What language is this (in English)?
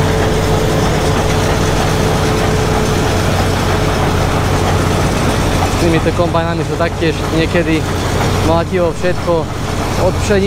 Slovak